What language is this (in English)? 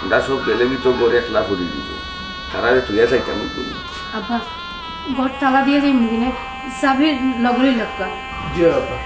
Sylheti